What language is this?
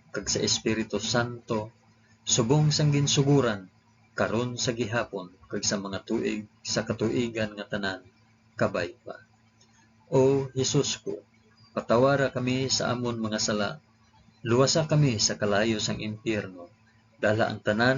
Hiligaynon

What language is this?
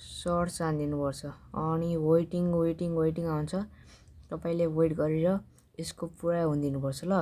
Nepali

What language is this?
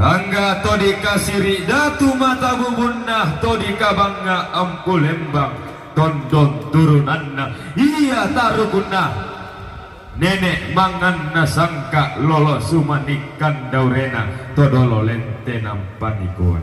Toraja-Sa'dan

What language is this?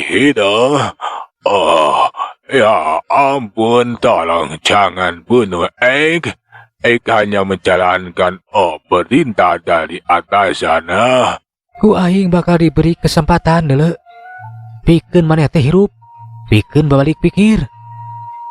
Sundanese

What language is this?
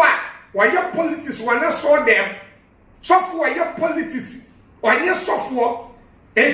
Akan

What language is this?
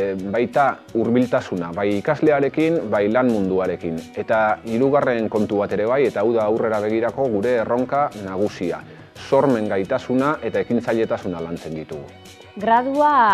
Basque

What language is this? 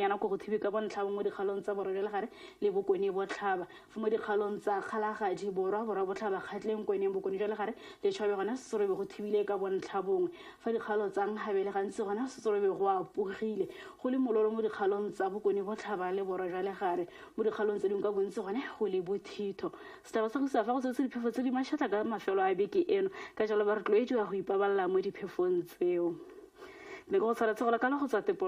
Tswana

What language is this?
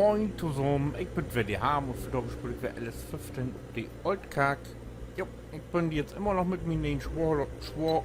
Low German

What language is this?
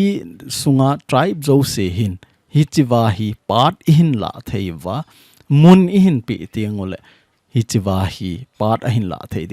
Thado Chin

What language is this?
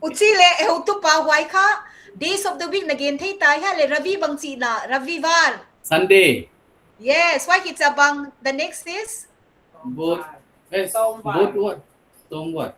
Paite Chin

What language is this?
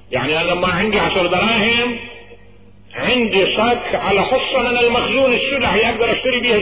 Mesopotamian Arabic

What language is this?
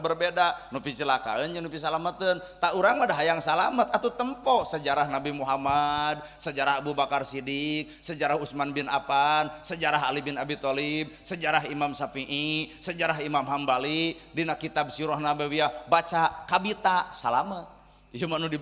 Sundanese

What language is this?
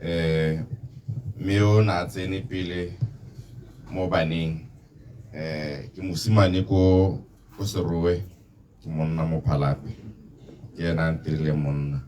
Tswana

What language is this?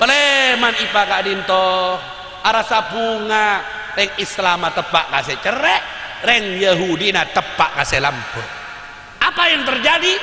Madurese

